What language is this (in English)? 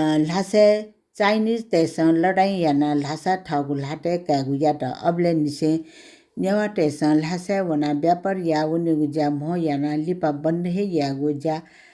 Newari